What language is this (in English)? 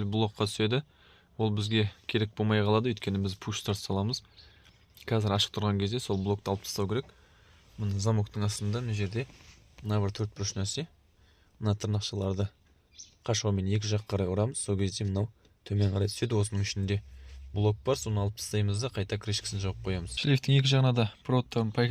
Kazakh